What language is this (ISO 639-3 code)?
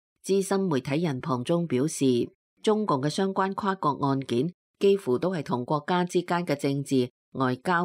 yue